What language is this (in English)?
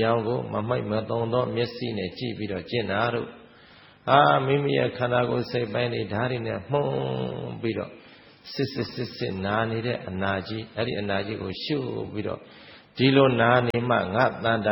Burmese